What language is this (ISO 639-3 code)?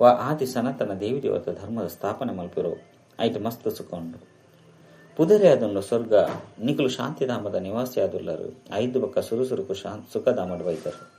tcy